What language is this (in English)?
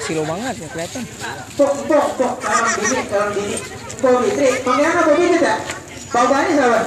Betawi